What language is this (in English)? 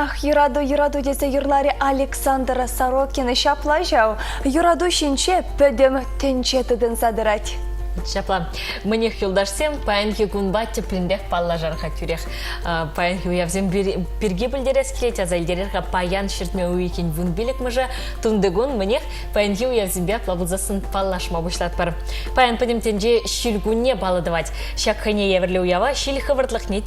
Chuvash